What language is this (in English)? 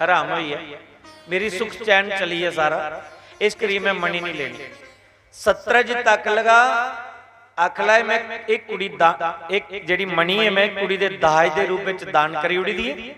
Dogri